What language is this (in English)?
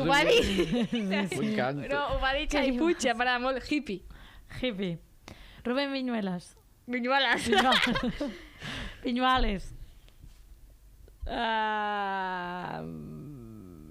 Catalan